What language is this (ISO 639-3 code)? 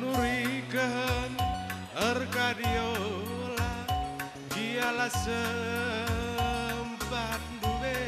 btx